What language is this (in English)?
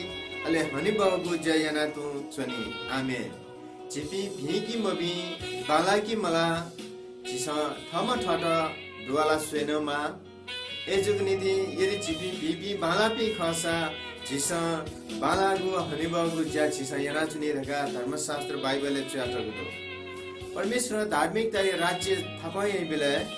Newari